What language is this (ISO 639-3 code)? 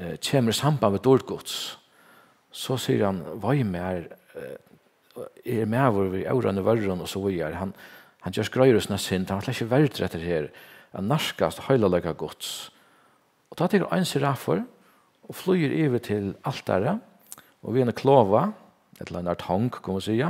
fao